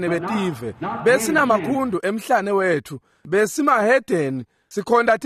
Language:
Swati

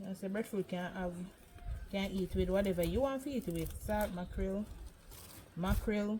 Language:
Jamaican Creole English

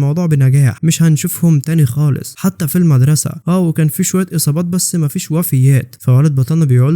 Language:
Egyptian Arabic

